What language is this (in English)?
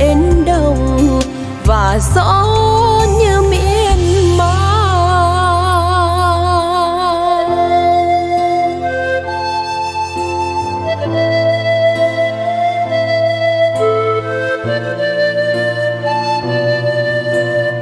Vietnamese